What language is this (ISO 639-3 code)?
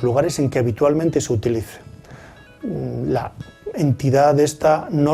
ast